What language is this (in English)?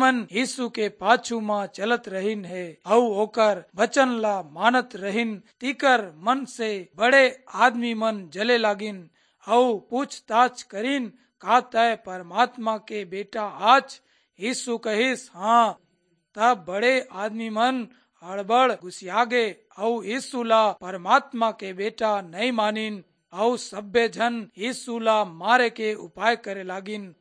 Chhattisgarhi